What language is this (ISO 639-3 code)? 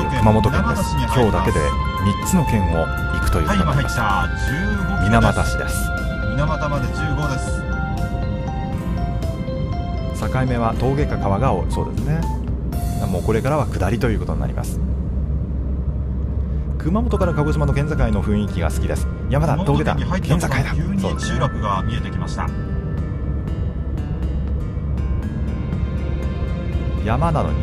jpn